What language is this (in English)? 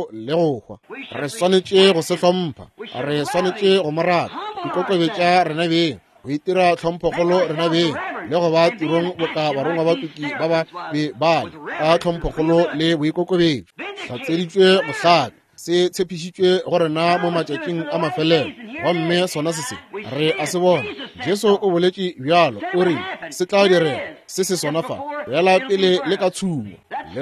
Northern Sotho